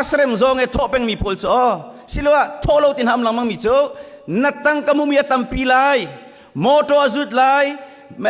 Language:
Hakha Chin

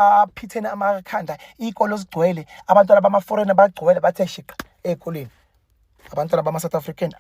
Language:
Zulu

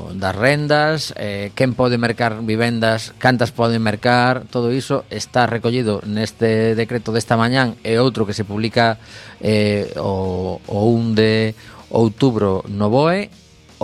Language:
Galician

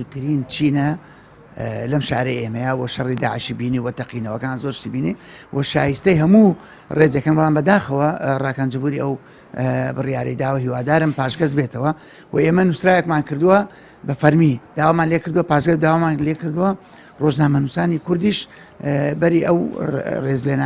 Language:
Central Kurdish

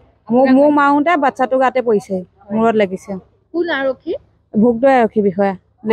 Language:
Assamese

